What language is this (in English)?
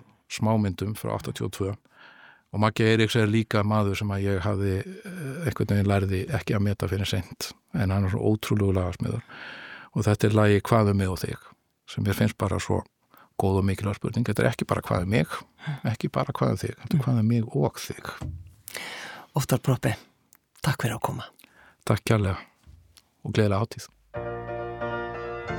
Icelandic